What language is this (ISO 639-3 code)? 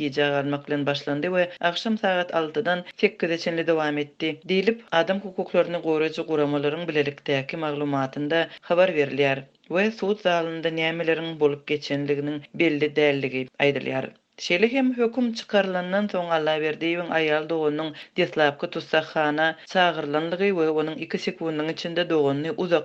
tuk